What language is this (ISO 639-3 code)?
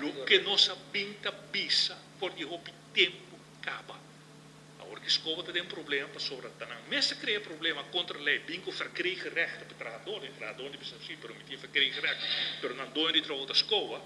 pap